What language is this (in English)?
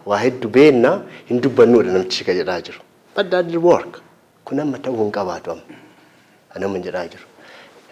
Oromo